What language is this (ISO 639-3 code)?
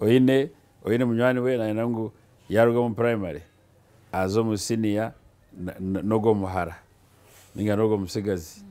nyn